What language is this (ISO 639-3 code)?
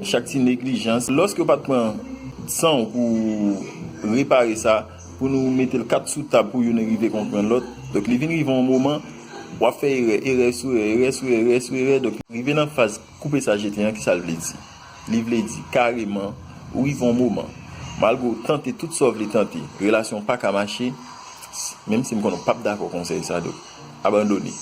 hat